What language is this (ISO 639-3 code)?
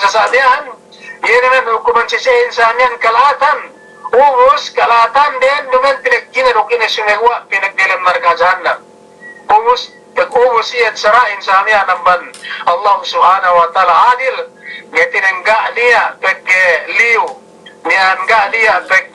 yka